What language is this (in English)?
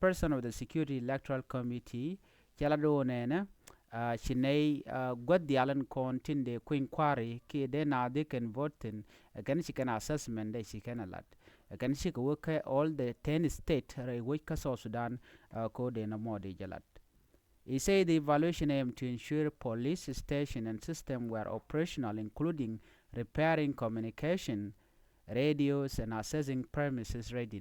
Nuer